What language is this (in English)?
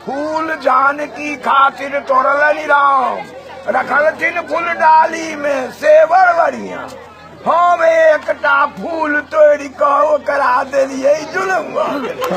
Maithili